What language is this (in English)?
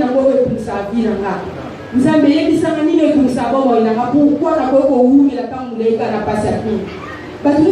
Lingala